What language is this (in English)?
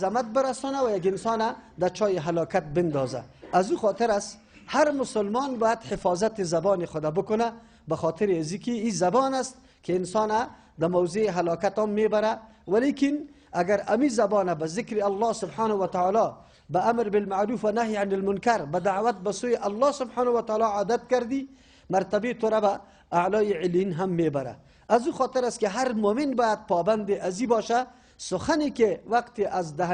Persian